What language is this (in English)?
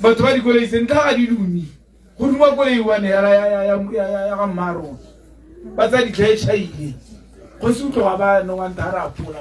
Tswana